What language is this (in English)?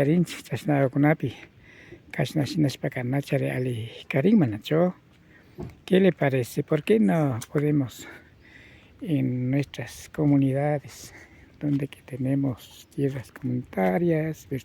Imbabura Highland Quichua